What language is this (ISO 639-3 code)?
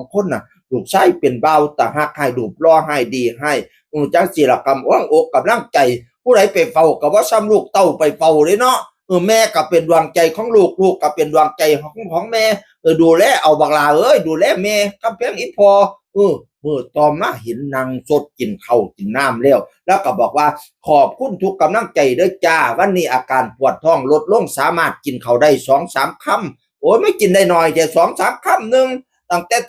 tts